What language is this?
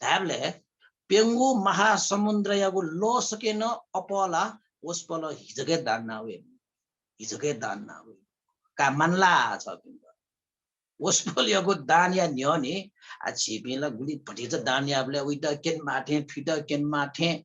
Newari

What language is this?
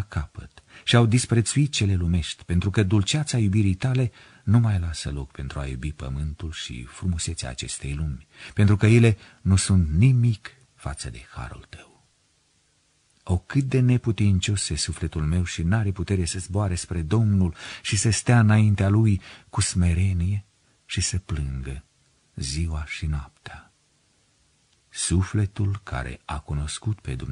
Romanian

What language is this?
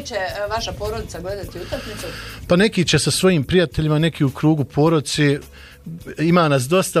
Bosnian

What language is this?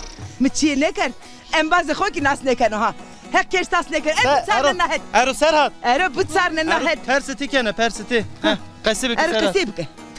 Zaza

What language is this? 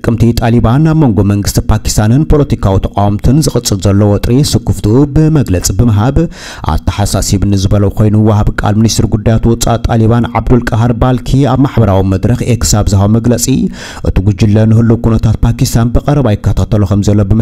Tigrinya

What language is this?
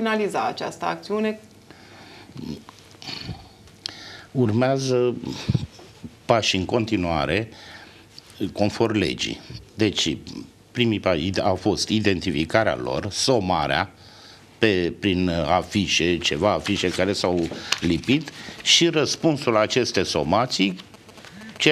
Romanian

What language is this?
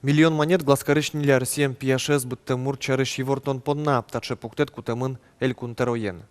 Udmurt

